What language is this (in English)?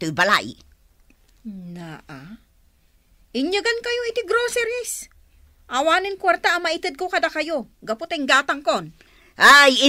Iloko